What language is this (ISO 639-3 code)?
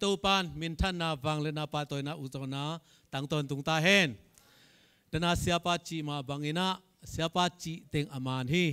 ctd